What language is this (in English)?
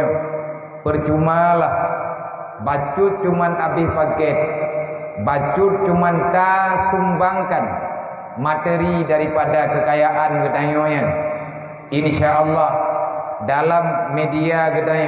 Achinese